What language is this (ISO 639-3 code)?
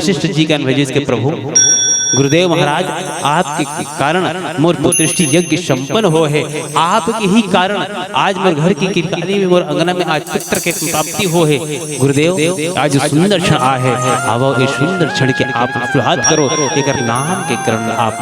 hne